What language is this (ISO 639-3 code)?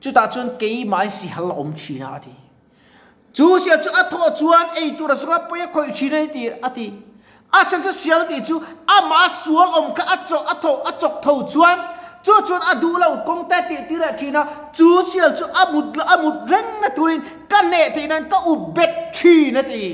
lus